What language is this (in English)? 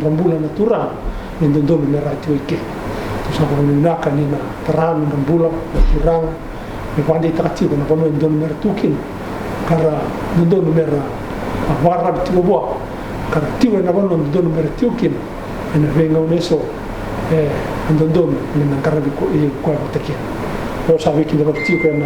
Fijian